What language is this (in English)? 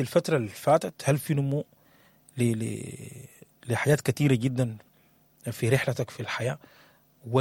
Sudanese Arabic